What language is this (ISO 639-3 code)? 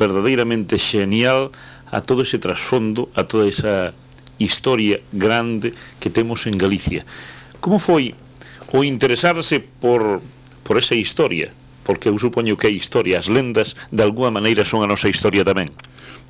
glg